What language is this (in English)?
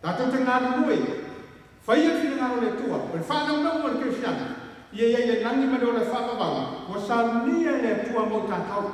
Samoan